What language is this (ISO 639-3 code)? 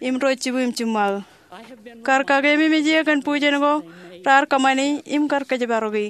mah